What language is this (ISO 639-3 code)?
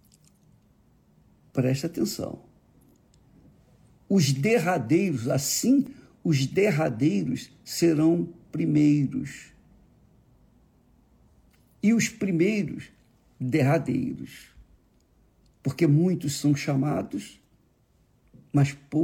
por